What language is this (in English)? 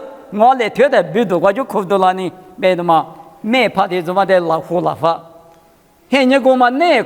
Lisu